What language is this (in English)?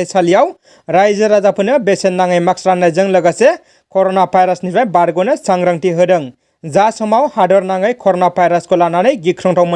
Bodo